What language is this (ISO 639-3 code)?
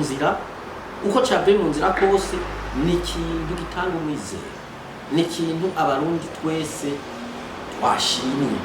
run